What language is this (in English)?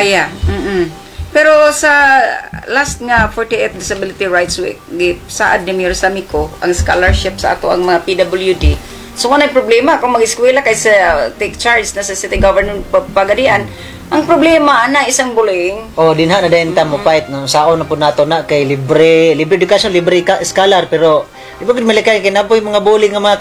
Cebuano